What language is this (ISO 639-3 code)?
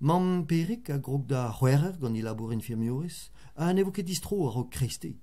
bre